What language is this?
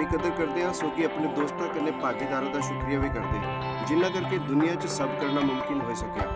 Dogri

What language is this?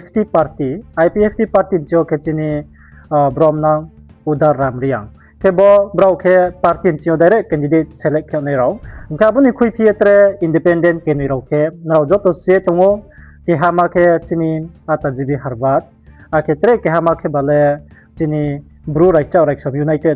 Riang (India)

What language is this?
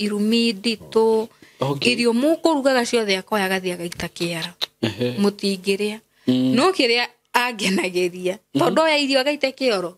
Kikuyu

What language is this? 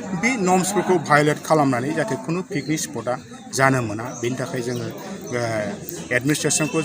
Bodo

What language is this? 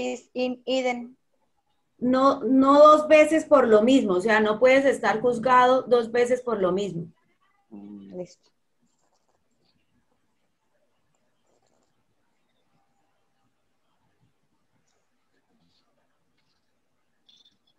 Spanish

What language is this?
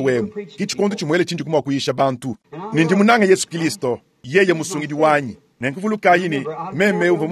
Luba-Lulua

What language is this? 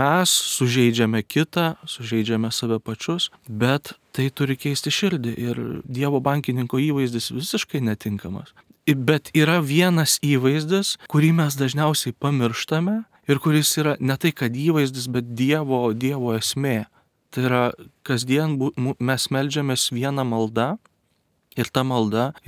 Lithuanian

